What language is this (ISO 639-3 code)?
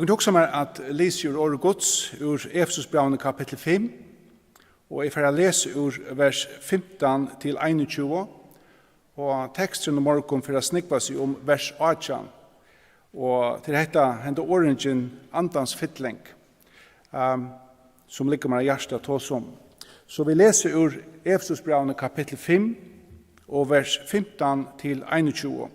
fao